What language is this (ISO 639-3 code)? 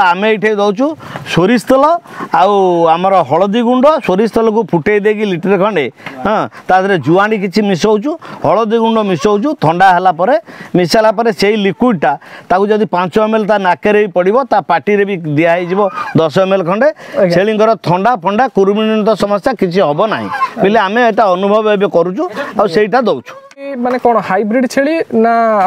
ori